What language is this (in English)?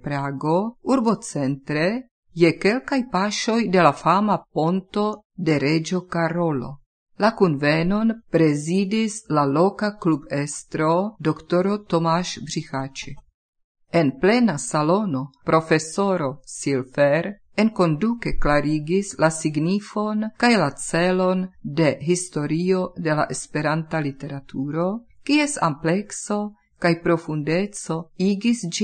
Esperanto